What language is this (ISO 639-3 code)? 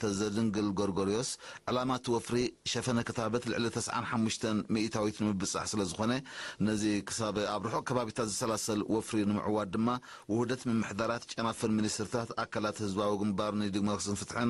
tir